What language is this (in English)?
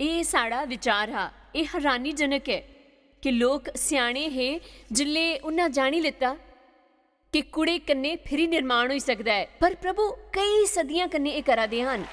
Dogri